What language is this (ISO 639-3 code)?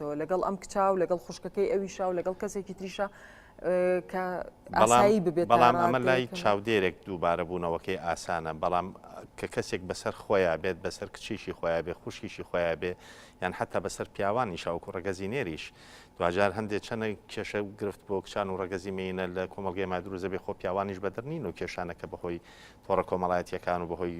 ckb